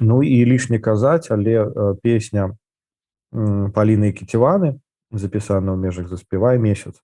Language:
Belarusian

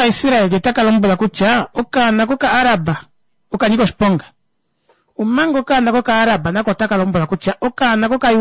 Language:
Kuanyama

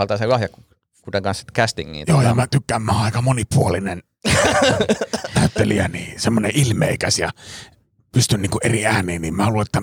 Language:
Finnish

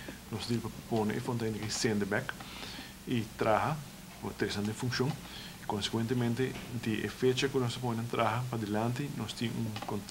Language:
Papiamento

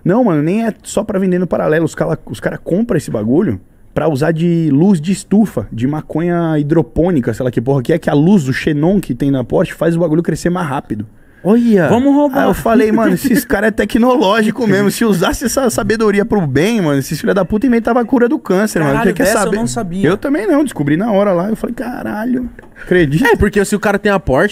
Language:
Portuguese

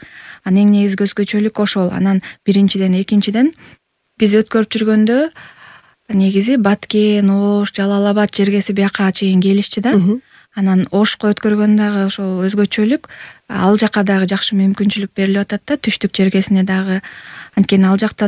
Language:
Kyrgyz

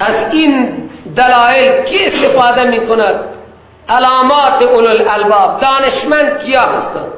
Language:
Persian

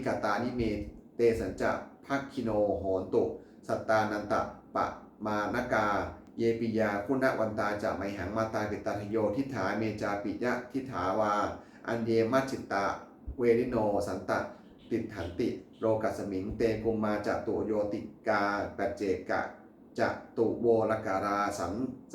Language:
Pali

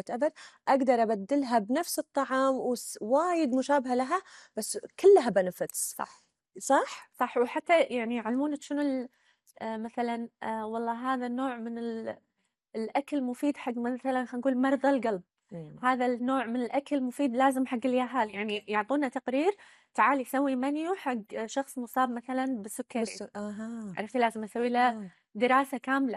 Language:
Gulf Arabic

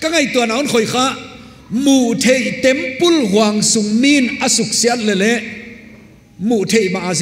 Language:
Paite Chin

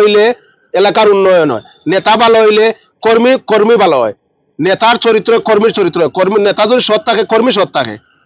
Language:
Sylheti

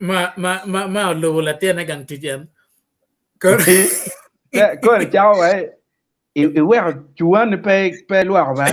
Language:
Acoli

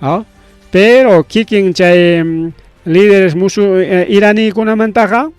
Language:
Ayacucho Quechua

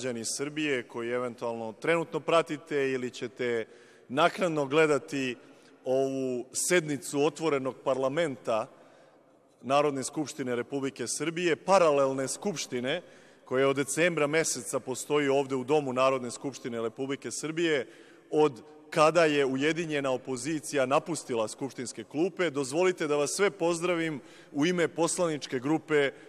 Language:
Serbian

